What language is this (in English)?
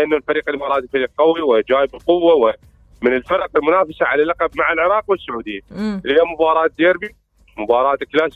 Mesopotamian Arabic